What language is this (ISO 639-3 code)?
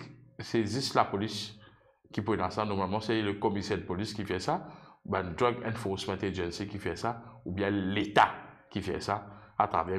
mfe